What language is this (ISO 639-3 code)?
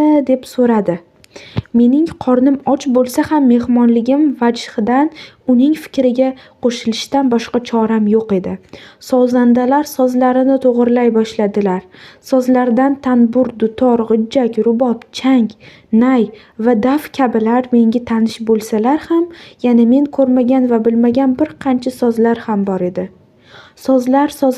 uzb